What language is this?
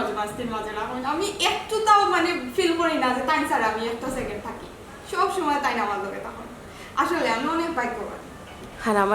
Sylheti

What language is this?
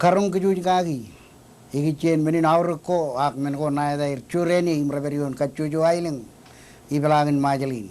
Marshallese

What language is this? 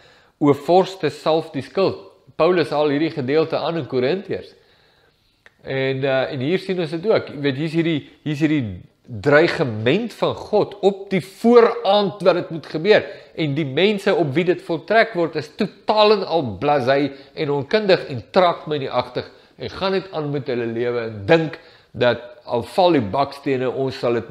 Afrikaans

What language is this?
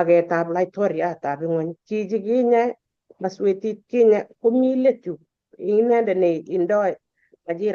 Kalenjin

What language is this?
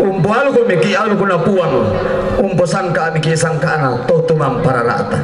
Toraja-Sa'dan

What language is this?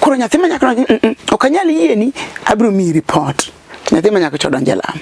Luo (Kenya and Tanzania)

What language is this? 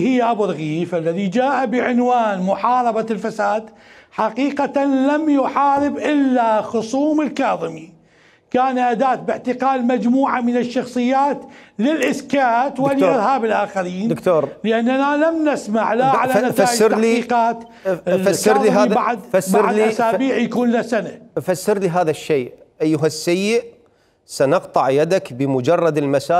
Mesopotamian Arabic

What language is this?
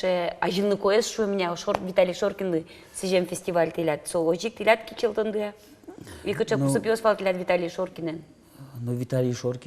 Udmurt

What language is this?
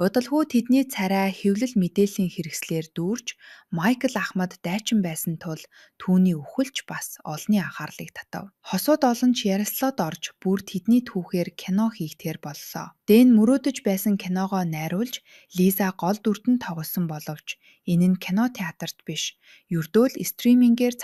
Mongolian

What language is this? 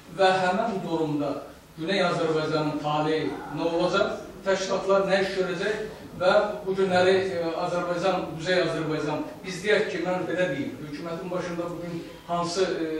South Azerbaijani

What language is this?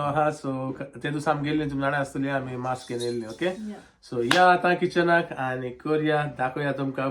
Konkani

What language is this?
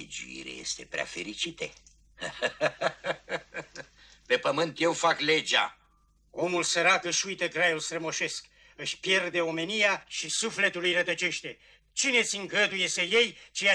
Romanian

